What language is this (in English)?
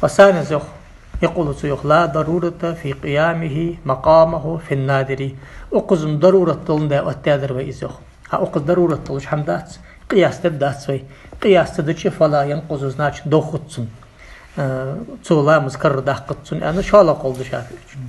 Ingush